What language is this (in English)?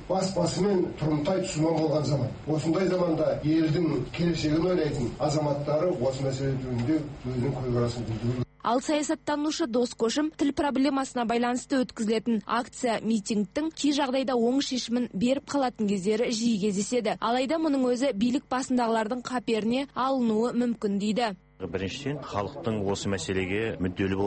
Kazakh